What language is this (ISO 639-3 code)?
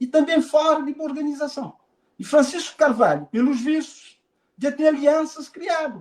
kea